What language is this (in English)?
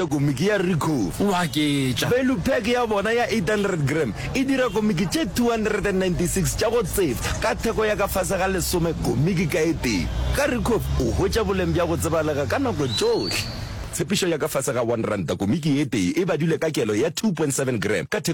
Northern Sotho